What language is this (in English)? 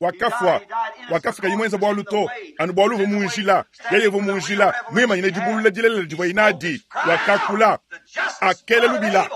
Luba-Lulua